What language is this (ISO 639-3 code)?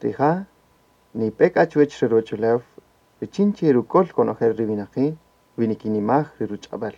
cak